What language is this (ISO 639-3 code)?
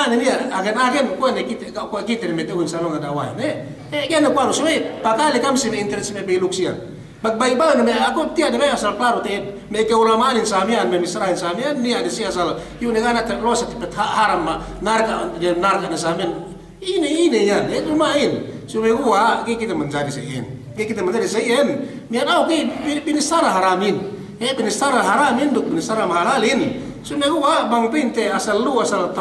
yka